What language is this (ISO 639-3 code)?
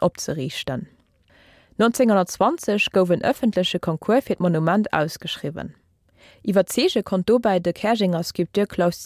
ltz